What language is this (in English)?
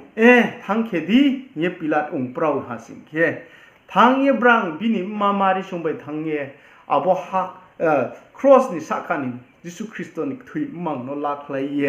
Riang (India)